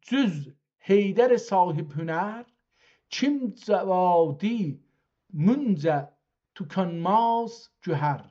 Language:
South Azerbaijani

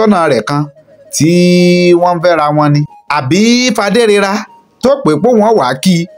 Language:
Yoruba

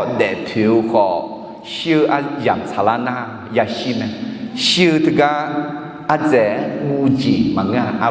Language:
Akha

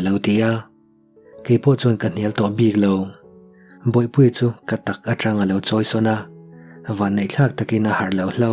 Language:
Mizo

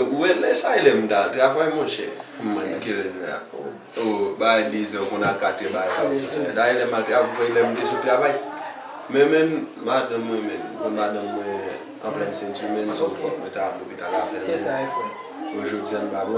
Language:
Haitian Creole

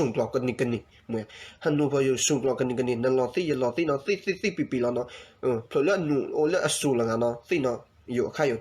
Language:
S'gaw Karen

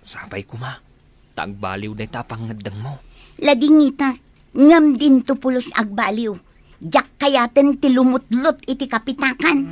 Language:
Iloko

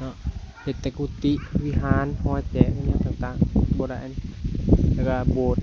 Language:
Northeastern Thai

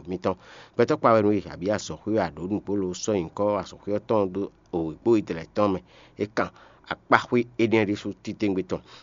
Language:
Fon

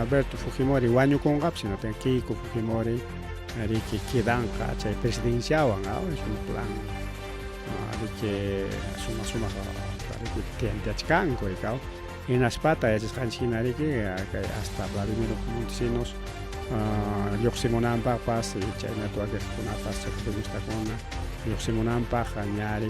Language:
Ayacucho Quechua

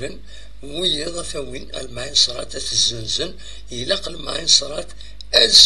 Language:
Kabyle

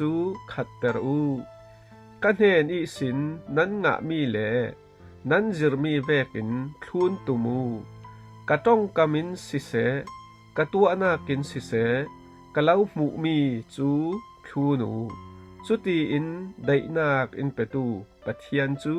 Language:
Falam Chin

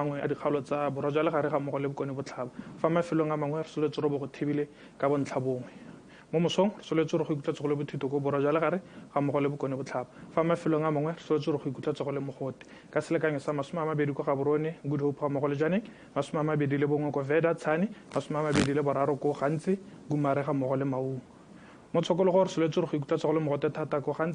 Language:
Tswana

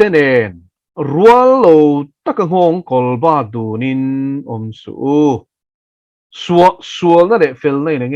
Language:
Mizo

